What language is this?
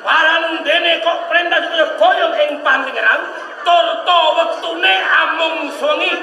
Javanese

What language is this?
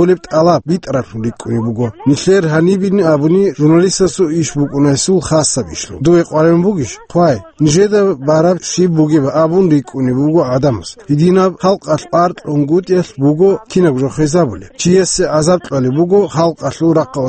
Avaric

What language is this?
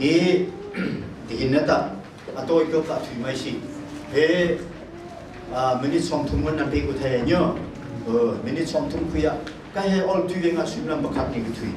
Hakha Chin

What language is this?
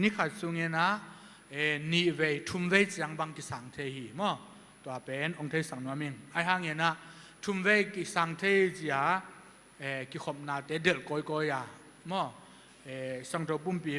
Tedim Chin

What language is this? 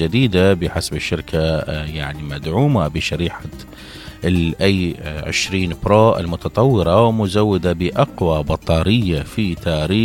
Mesopotamian Arabic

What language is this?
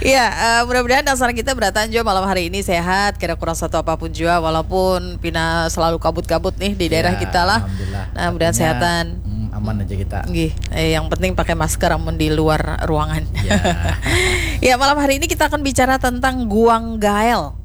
Banjar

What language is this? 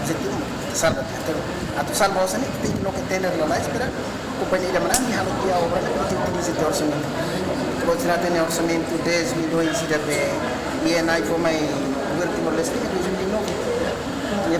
Tetum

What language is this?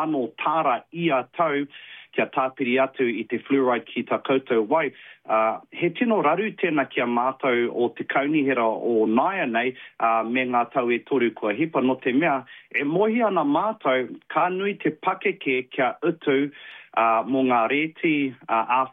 Māori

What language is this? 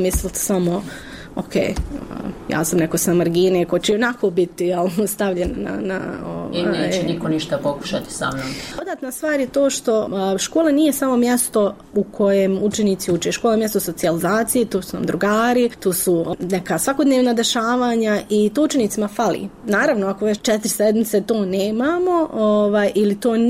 Bosnian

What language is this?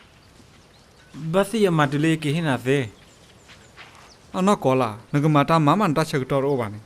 S'gaw Karen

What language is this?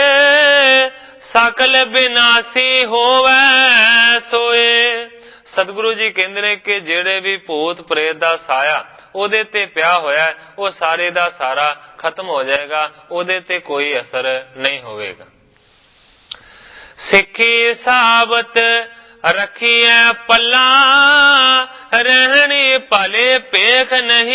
Punjabi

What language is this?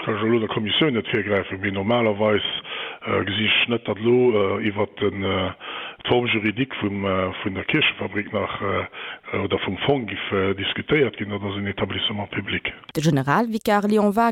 Luxembourgish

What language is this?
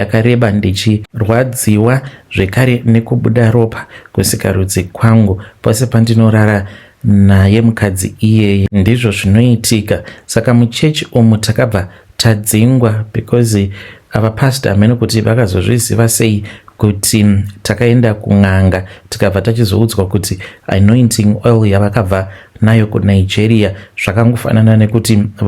Shona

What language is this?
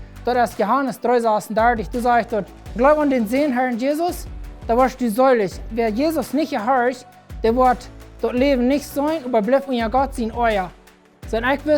Plautdietsch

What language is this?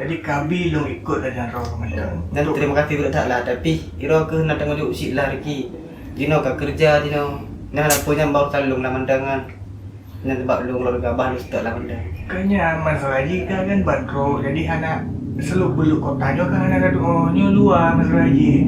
Achinese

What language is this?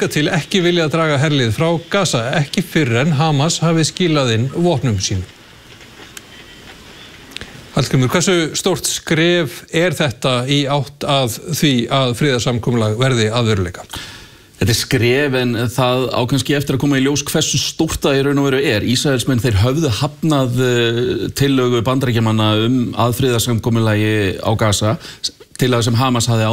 Icelandic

